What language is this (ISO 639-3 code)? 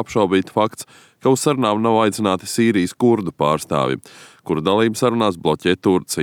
lav